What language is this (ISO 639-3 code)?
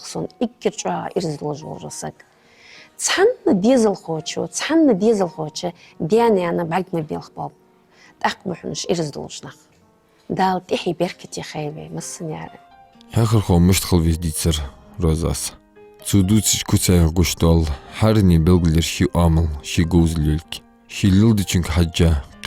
inh